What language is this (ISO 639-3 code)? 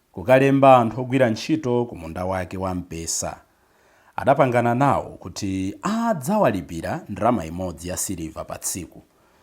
nya